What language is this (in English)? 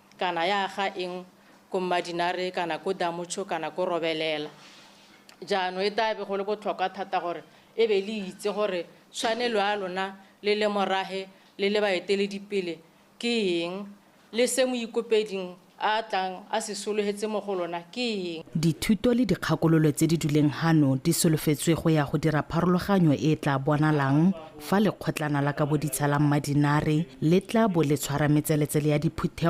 Tswana